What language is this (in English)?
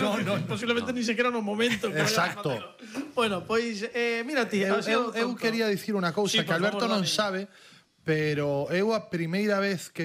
Galician